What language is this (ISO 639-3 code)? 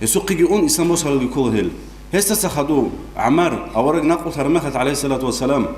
ava